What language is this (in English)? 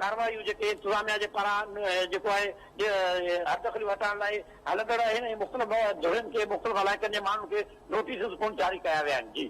Sindhi